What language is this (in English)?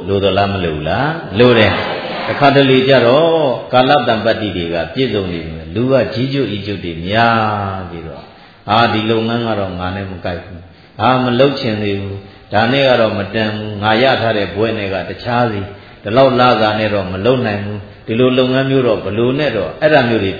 Burmese